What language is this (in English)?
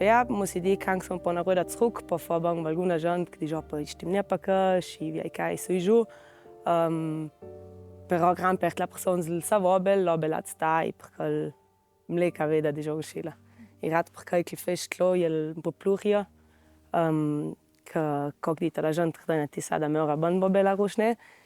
Ladin